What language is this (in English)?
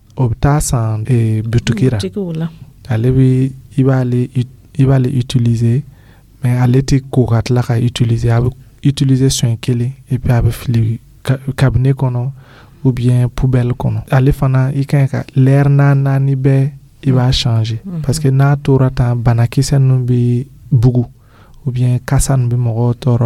Dyula